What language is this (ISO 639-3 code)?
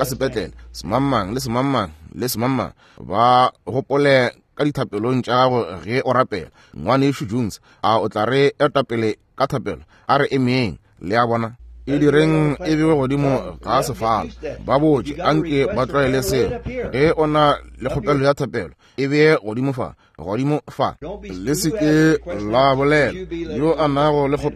nso